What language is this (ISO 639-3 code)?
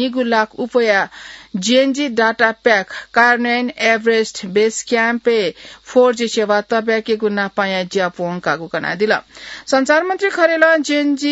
new